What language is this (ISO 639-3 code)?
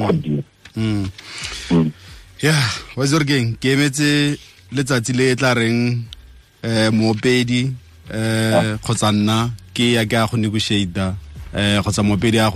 tsn